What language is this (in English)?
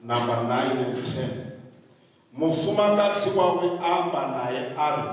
Venda